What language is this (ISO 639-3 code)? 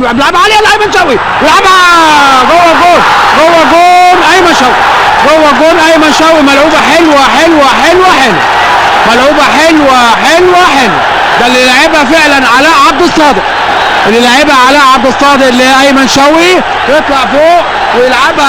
arz